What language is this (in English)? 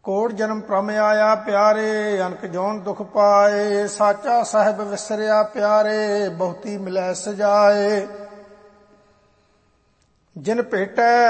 Punjabi